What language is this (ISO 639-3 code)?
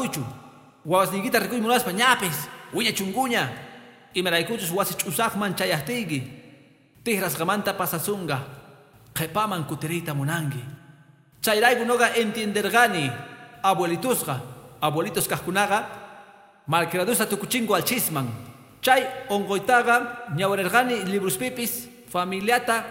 que